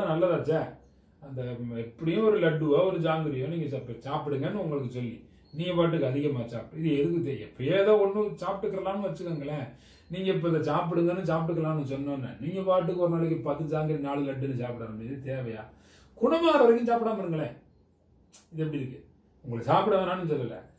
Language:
Tamil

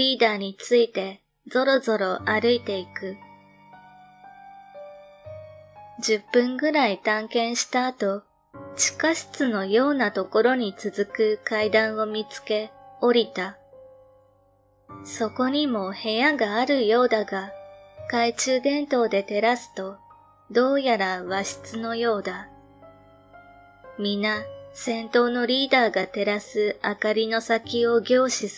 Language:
Japanese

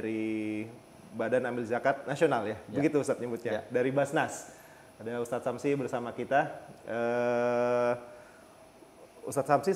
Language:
Indonesian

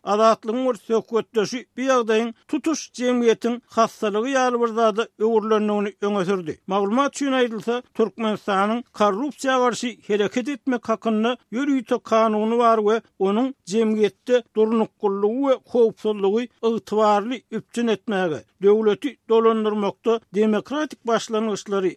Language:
Turkmen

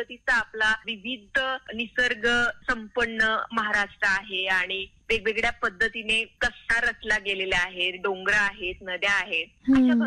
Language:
Marathi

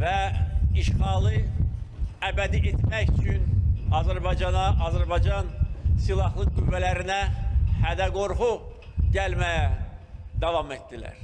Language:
Azerbaijani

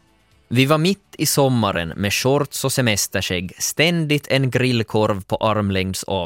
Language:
Swedish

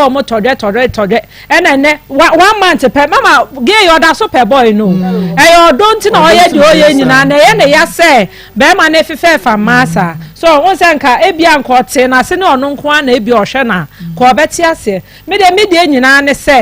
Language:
Akan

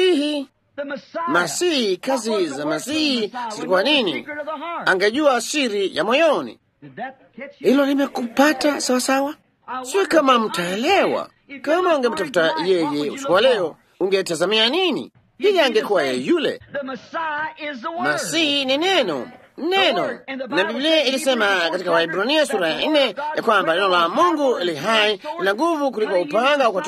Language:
Swahili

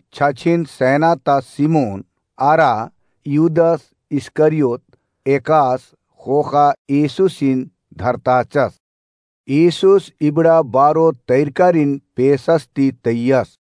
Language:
Kurukh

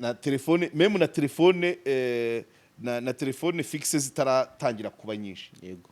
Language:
Kinyarwanda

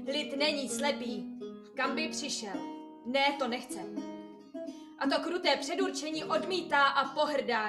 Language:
Czech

